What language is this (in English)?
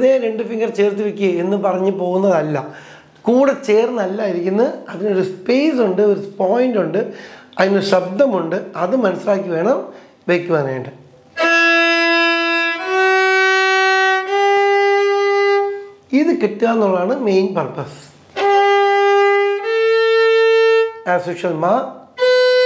Malayalam